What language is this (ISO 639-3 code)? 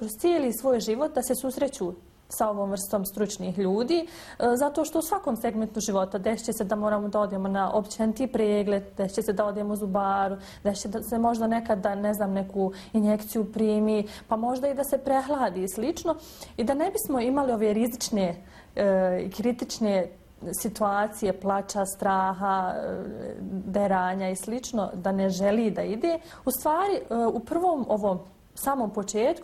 bos